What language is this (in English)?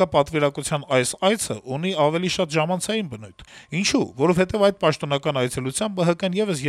Armenian